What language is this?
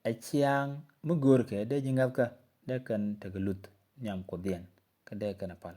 Nuer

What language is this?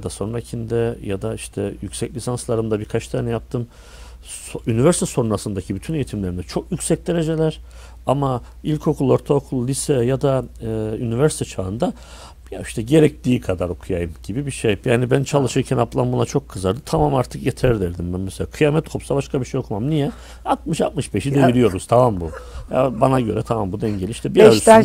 Turkish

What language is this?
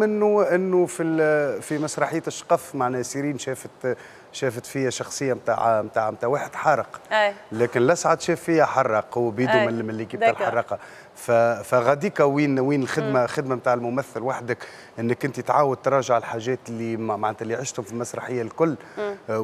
Tunisian Arabic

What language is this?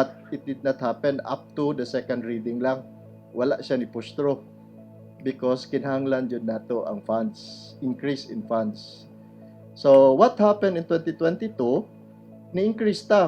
Cebuano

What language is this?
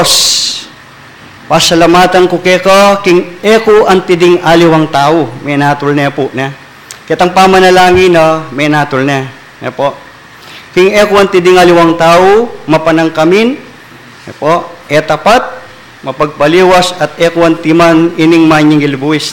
Pampanga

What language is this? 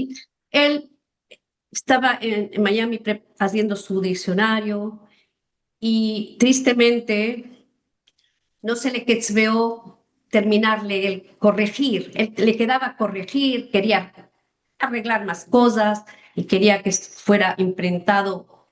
Ladino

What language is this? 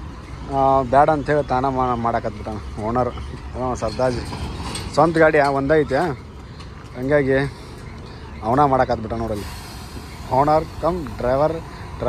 Kannada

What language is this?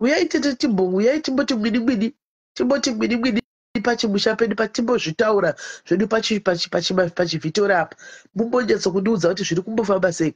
Shona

